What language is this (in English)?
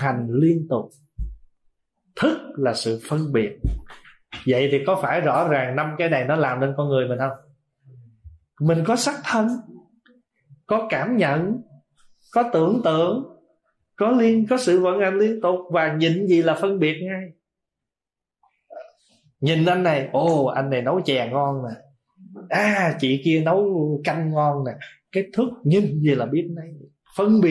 Vietnamese